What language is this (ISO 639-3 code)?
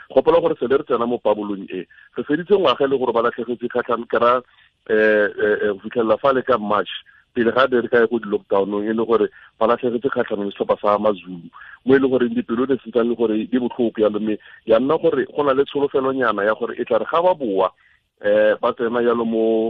tsn